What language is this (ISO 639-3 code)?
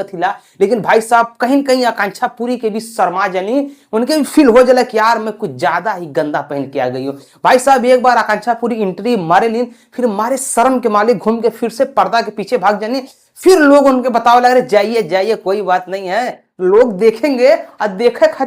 bho